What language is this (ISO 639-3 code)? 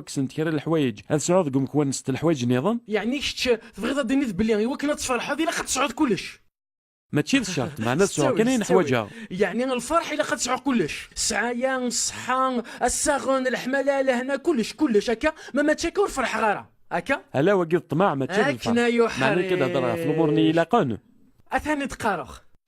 kab